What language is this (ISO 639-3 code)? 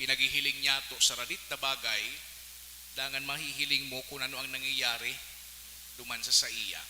bik